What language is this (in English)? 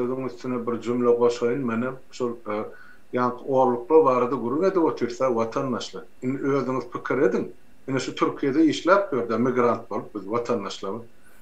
Turkmen